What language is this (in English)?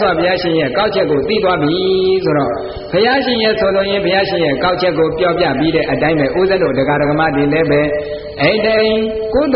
Burmese